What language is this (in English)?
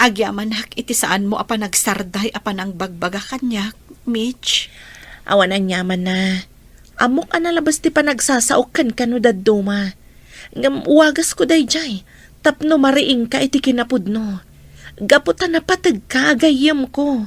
Iloko